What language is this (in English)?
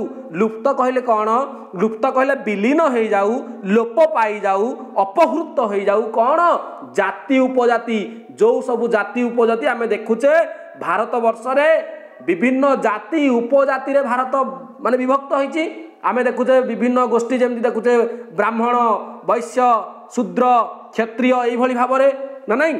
Odia